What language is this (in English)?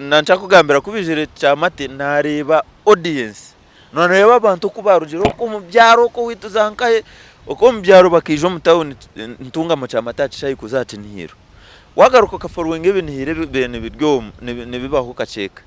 Nyankole